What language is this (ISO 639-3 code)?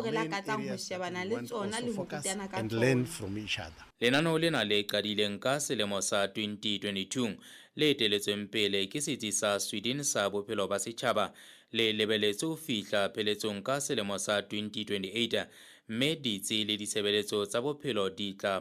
sot